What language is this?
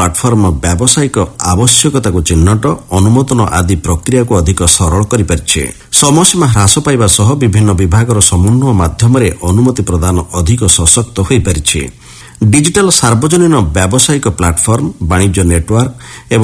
Odia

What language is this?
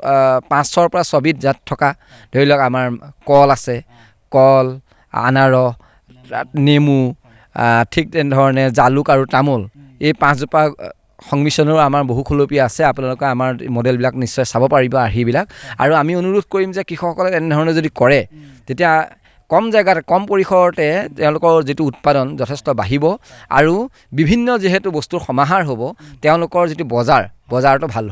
Assamese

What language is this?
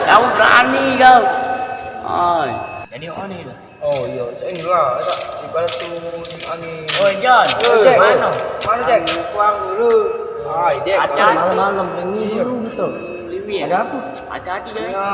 Musi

